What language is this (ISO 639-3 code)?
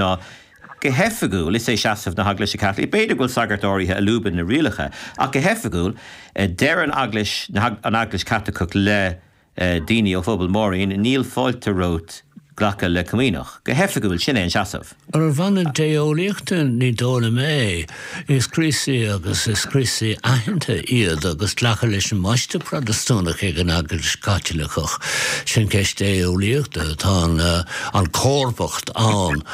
gle